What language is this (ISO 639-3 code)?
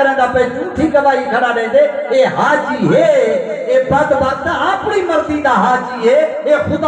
skr